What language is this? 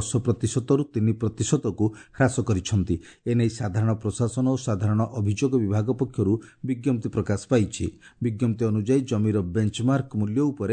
Odia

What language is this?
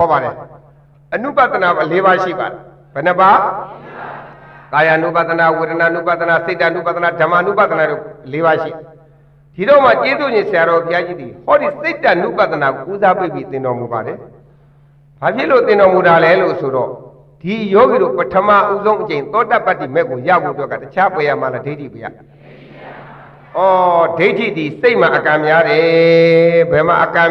Burmese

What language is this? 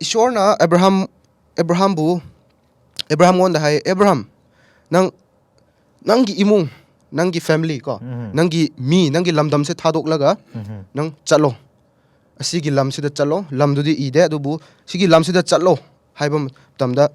Manipuri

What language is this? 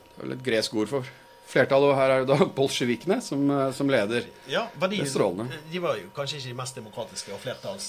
Norwegian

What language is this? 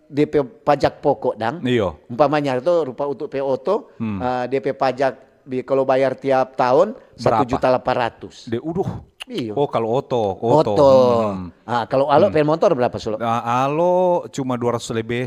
Manado Malay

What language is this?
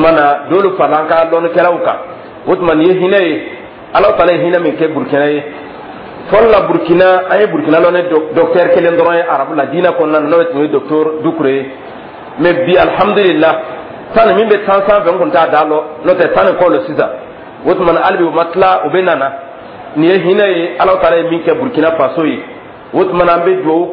Dyula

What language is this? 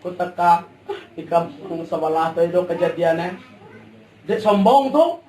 Minangkabau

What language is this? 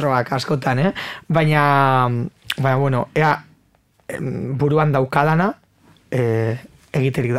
Basque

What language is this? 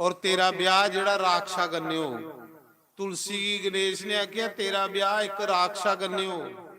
Dogri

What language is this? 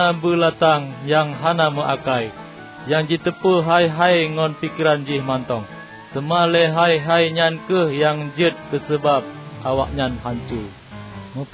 Achinese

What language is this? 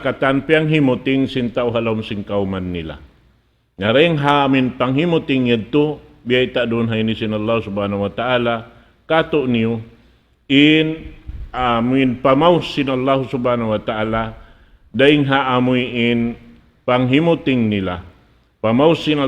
Tausug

